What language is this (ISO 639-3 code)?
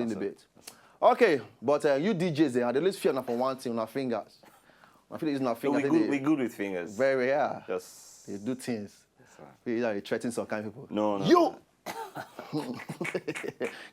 pcm